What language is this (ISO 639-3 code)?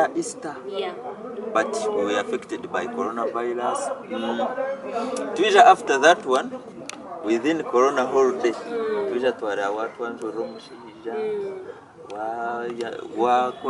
nyn